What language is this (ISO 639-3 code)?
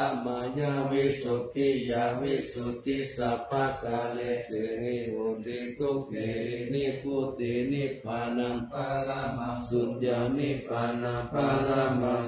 pli